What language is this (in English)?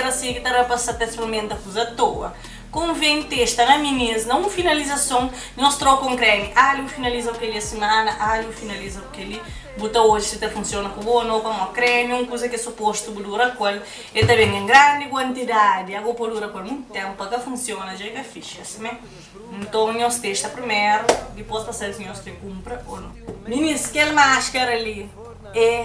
Kabuverdianu